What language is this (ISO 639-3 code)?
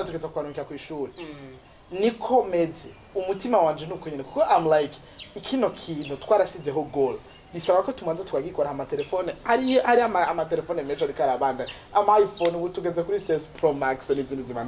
run